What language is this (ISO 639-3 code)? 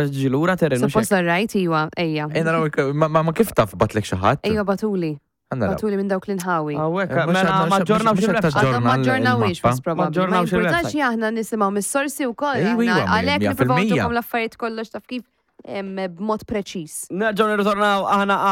mlt